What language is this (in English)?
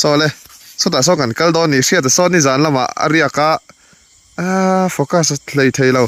Mizo